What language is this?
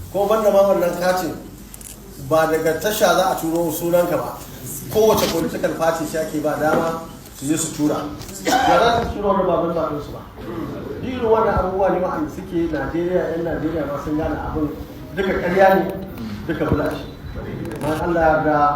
Hausa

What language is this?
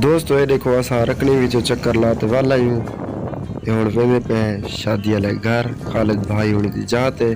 Saraiki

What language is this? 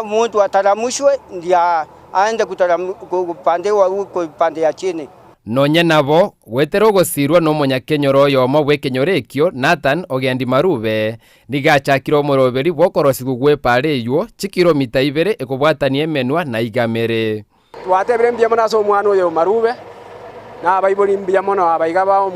Gusii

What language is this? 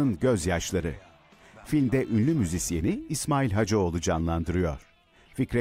Turkish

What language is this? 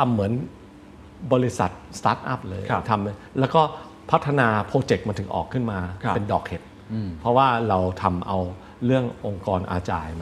Thai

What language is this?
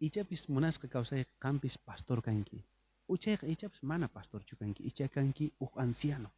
South Bolivian Quechua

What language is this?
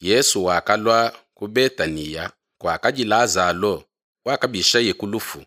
Luba-Lulua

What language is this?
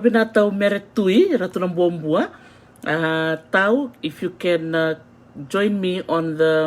Fijian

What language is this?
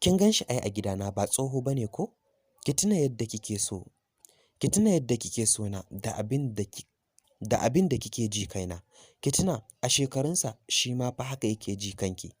Hausa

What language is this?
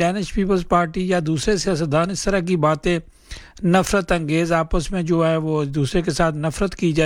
Urdu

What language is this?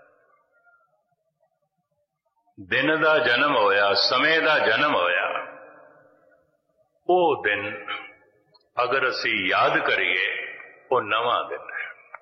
Punjabi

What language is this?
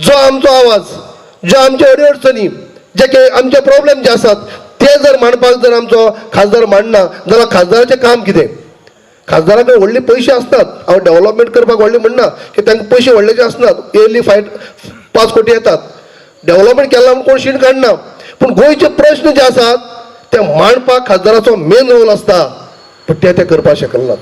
Konkani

